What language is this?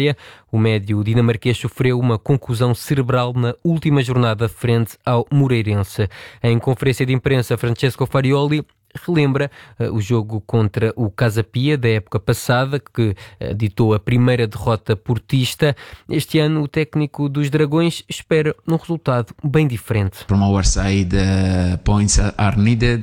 Portuguese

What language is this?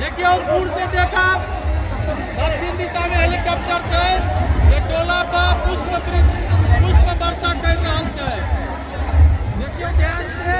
Maithili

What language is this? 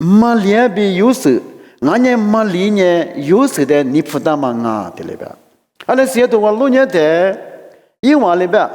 Lisu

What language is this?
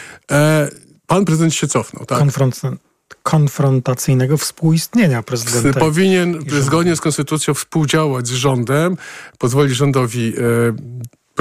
Polish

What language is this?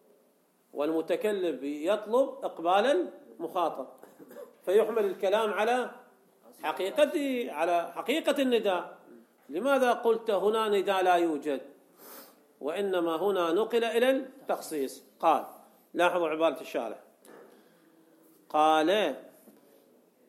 Arabic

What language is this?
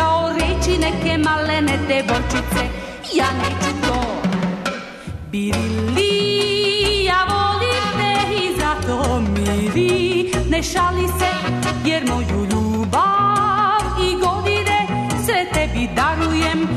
Serbian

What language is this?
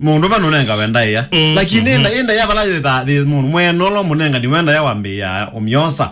Kamba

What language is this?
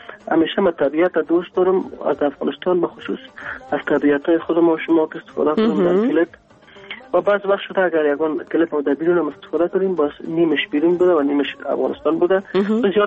Persian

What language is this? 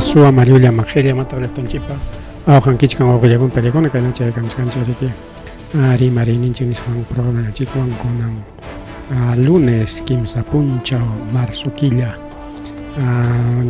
Ayacucho Quechua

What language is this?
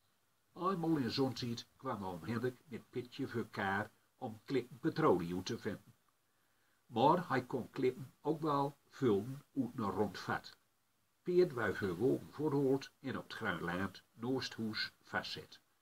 Gronings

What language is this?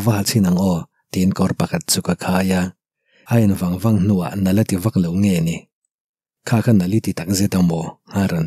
Mizo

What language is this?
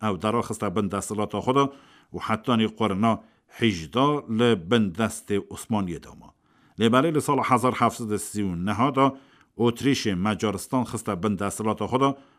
Kurdish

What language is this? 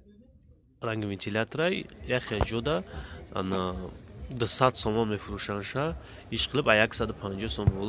Tajik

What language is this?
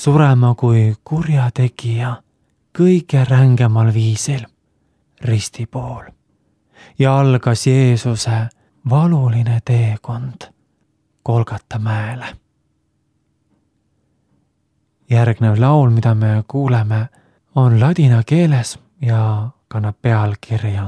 Estonian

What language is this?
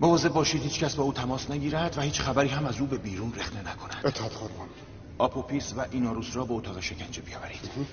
Tajik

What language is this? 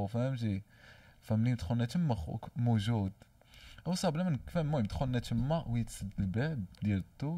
Moroccan Arabic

